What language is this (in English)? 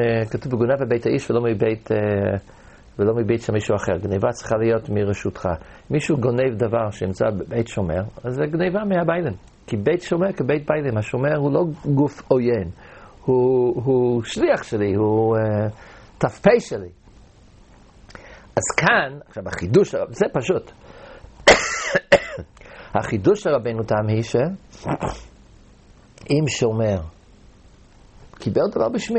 Hebrew